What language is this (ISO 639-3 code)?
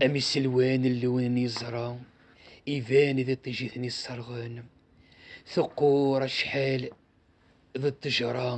kab